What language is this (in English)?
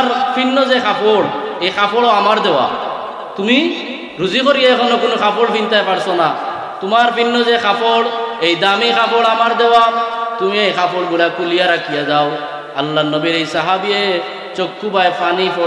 Sylheti